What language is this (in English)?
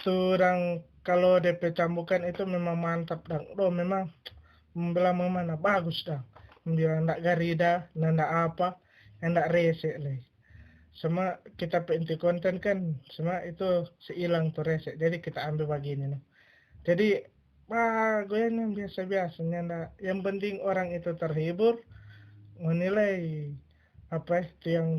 Manado Malay